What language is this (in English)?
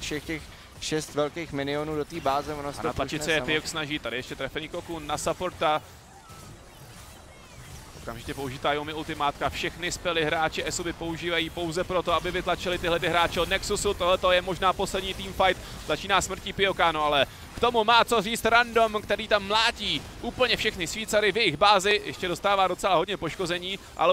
Czech